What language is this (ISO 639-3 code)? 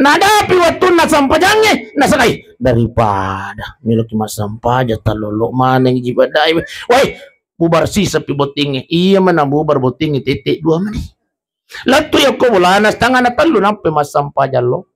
bug